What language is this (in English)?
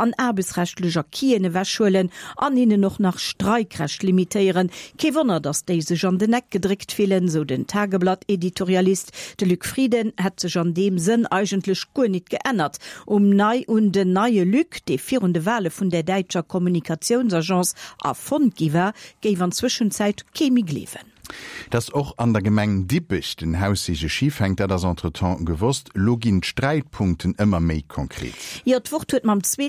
Luxembourgish